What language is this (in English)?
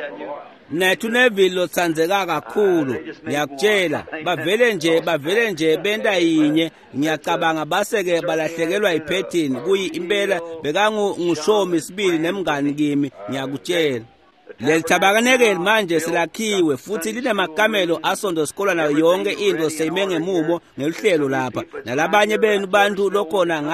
Swati